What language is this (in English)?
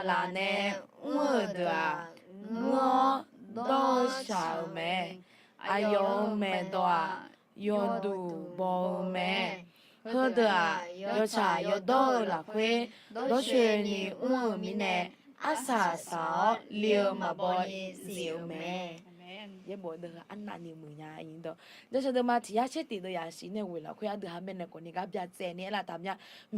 Akha